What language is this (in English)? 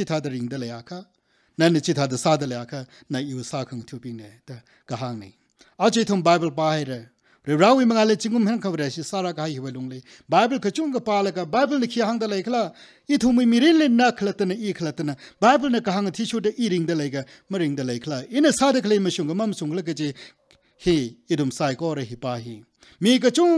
Tangkhul Naga (India)